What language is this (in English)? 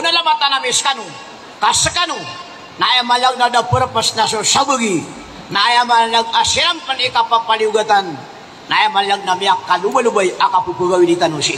Maranao